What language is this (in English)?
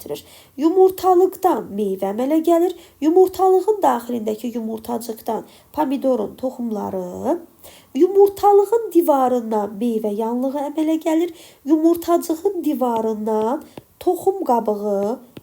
Azerbaijani